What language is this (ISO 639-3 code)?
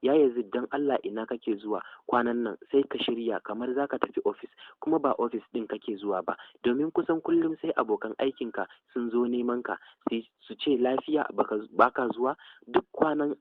hau